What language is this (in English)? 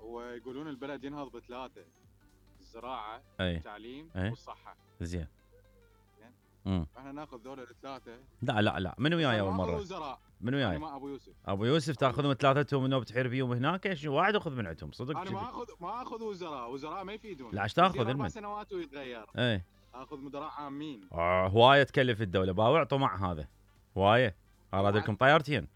Mesopotamian Arabic